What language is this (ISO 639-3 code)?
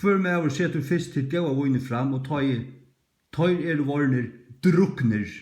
fao